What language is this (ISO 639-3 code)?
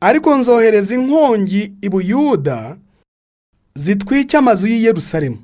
kin